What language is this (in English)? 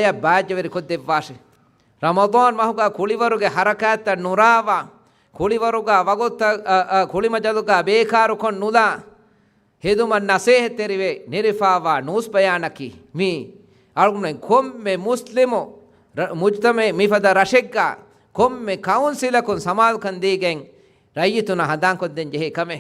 Divehi